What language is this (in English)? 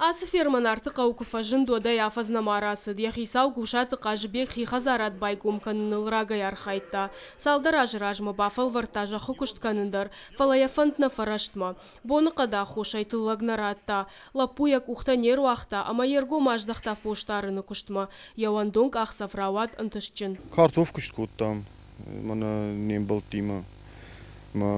Ossetic